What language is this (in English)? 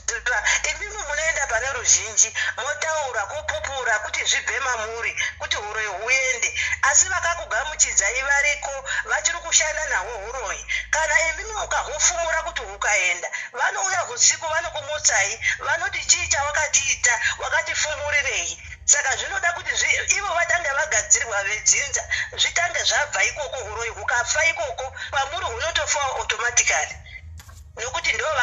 Shona